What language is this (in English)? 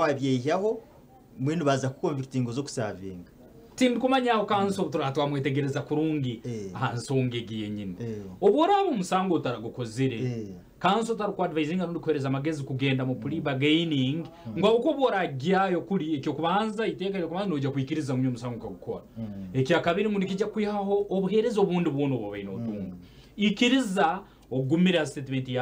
Nyankole